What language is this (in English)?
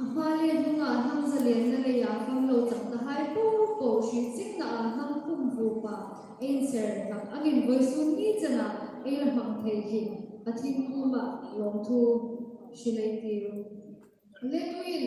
Hmar